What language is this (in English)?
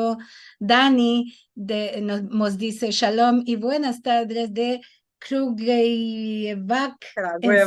Ladino